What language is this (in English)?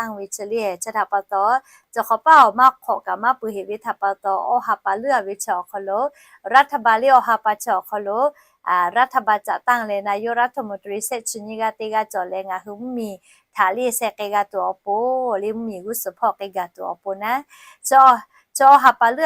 Lahu